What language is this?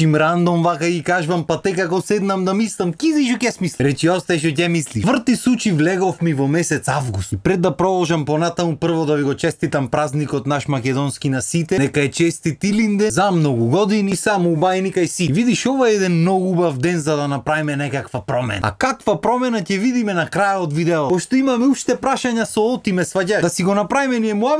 Macedonian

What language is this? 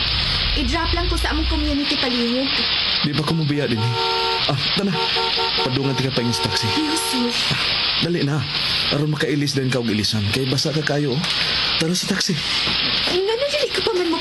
Cebuano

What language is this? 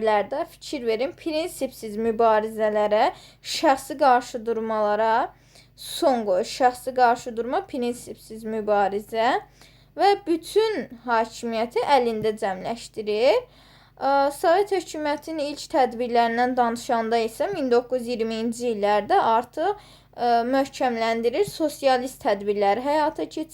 Azerbaijani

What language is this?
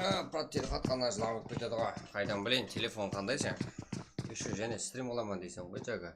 Kara-Kalpak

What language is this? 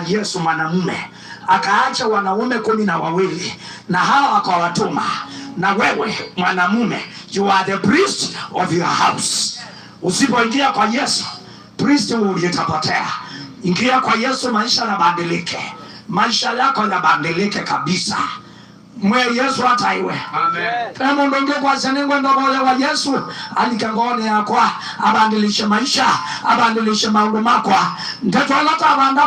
Kamba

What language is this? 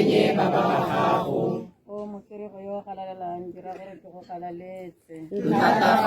Tswana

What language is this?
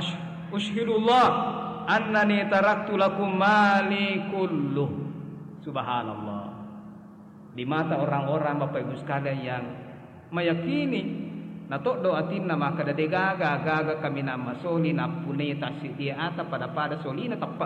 Buginese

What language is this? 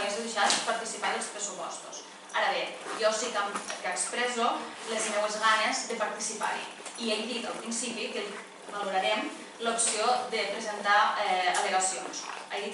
Catalan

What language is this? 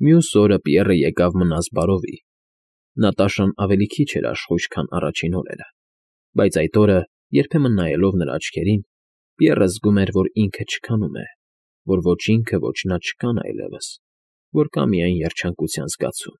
Armenian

